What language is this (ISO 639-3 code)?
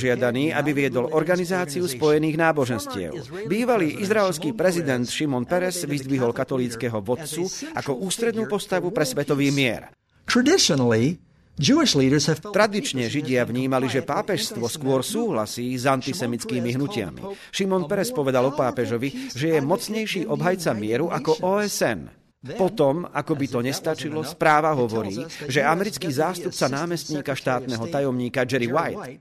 slk